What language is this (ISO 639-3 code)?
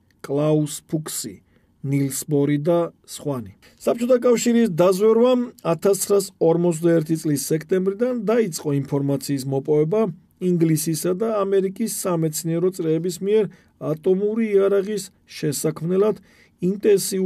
kat